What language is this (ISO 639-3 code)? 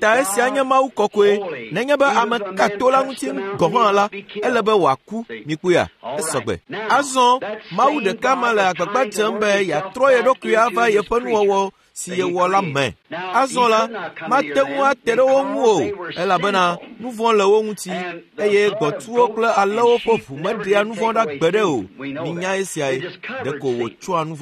ewe